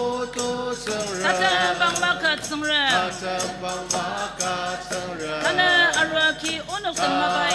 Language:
Ao Naga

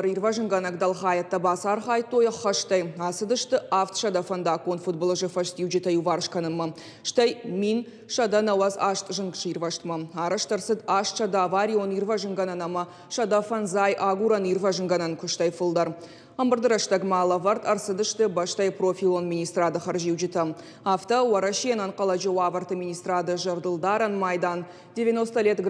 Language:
Ossetic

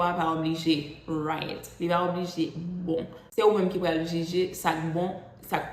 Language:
Haitian Creole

